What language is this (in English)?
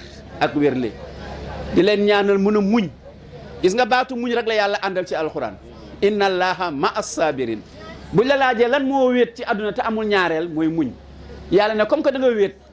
Wolof